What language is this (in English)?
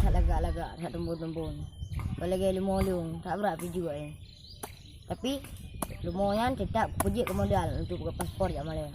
Achinese